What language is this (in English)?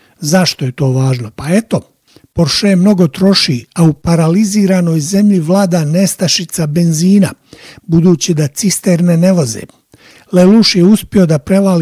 Bosnian